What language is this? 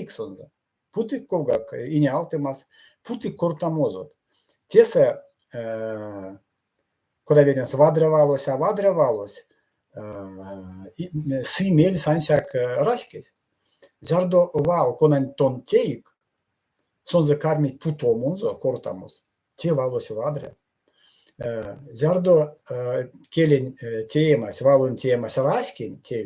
Erzya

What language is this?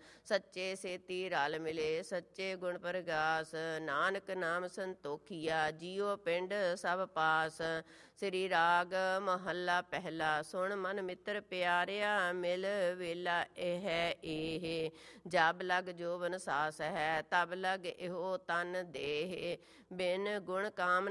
Punjabi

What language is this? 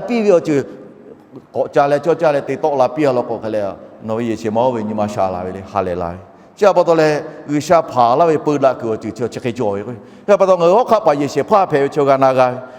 Lahu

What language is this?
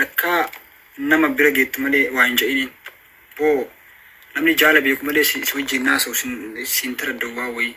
Oromo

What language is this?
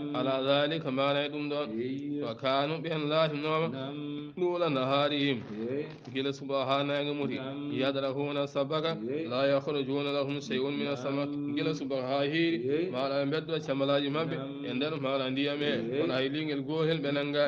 Fula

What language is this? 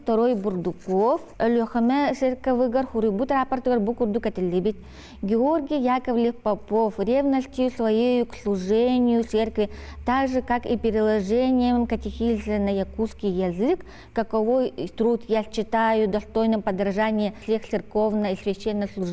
Yakut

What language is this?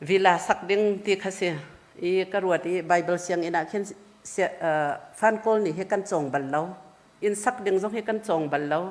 Hakha Chin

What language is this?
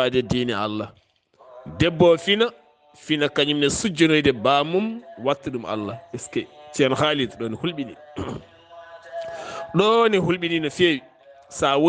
Fula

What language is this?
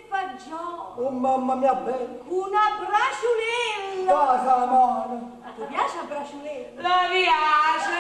Neapolitan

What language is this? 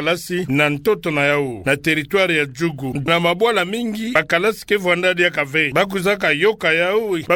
Kituba (Democratic Republic of Congo)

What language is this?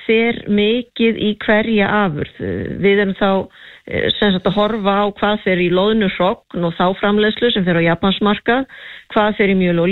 Icelandic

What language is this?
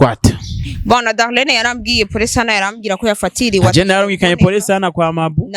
Rundi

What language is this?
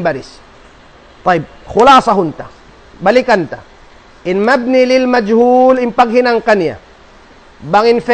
Tausug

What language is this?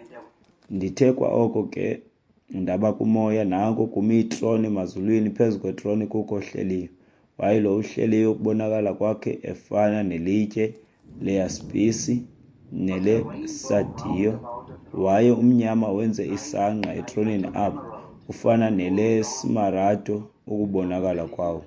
Xhosa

